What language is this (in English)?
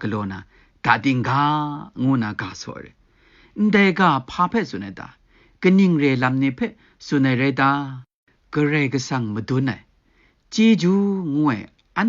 Kachin